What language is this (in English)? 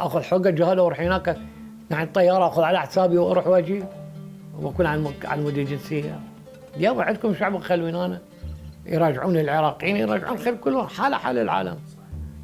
Mesopotamian Arabic